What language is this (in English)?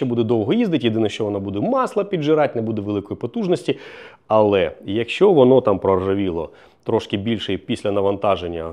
Ukrainian